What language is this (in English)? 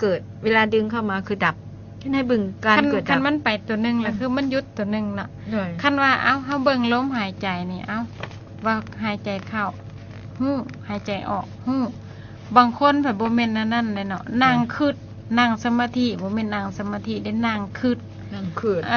Lao